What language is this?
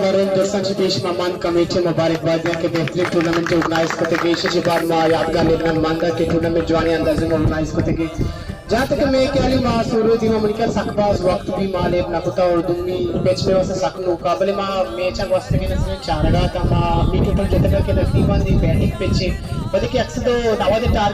Baluchi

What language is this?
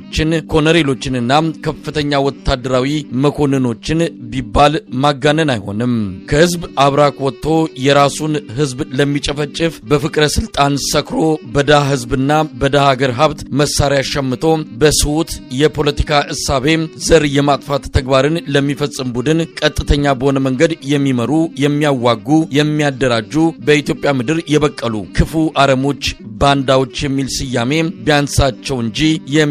Amharic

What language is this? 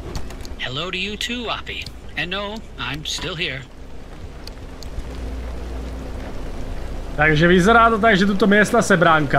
Slovak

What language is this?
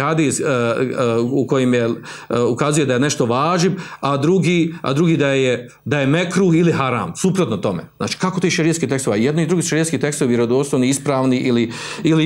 Bosnian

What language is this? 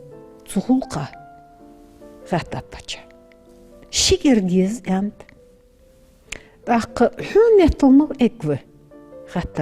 Ingush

